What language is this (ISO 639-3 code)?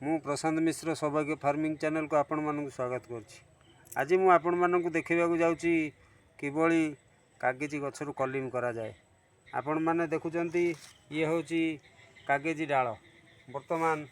ori